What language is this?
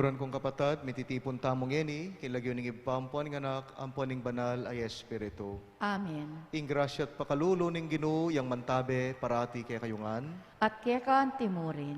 Pampanga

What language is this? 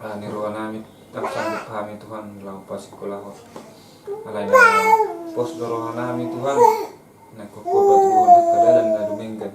Batak Toba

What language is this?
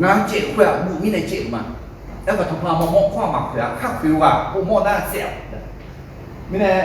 Akha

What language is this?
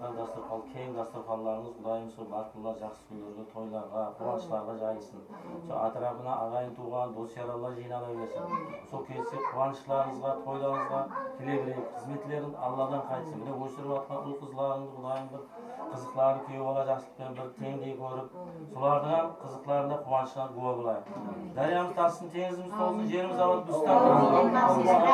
Kara-Kalpak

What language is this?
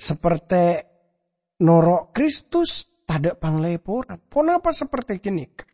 Madurese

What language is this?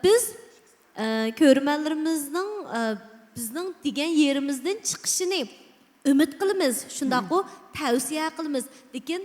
Uyghur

